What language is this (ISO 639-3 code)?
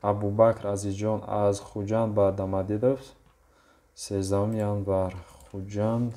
tgk